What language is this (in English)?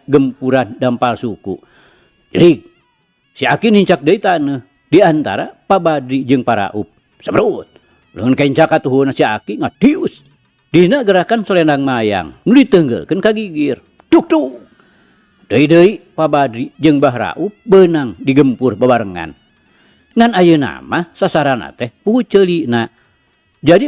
Sundanese